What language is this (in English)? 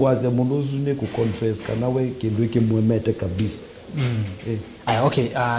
Kamba